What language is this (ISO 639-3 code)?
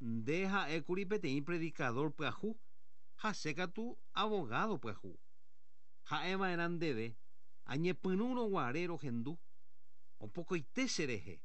grn